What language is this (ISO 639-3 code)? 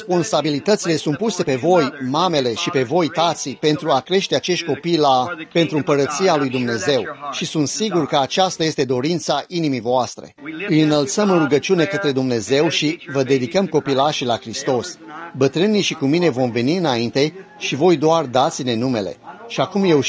ron